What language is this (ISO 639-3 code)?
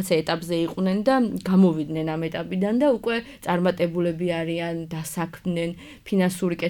kat